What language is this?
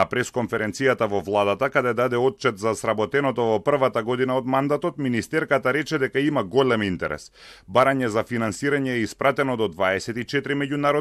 Macedonian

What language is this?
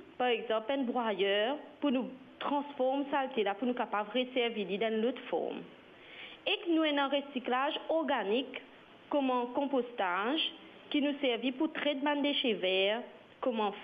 Morisyen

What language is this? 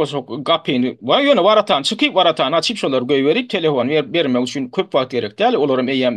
Turkmen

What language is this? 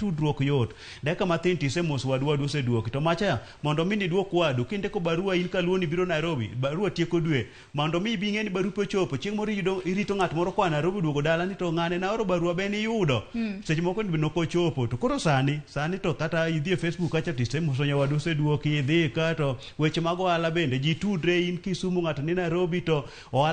Luo (Kenya and Tanzania)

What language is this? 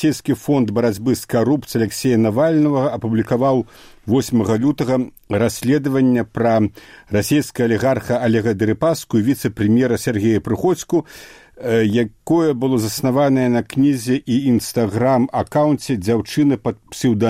Belarusian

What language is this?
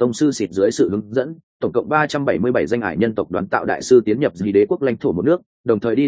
Vietnamese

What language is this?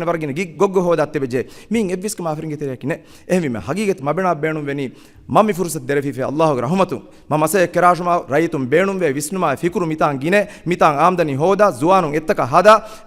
Divehi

